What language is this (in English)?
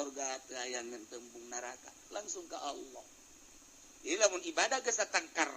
Sundanese